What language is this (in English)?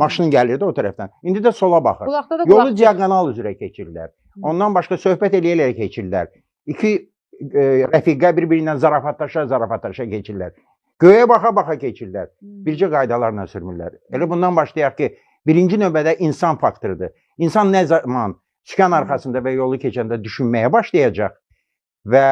Azerbaijani